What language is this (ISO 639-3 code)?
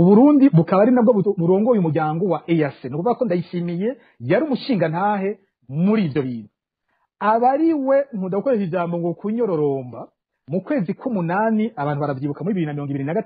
run